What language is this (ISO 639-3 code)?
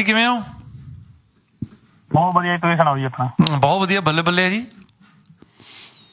pan